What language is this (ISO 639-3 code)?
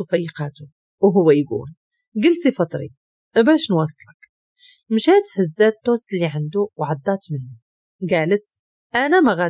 ary